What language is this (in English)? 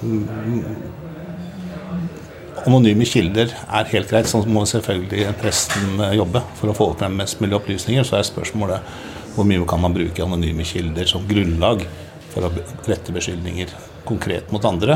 Norwegian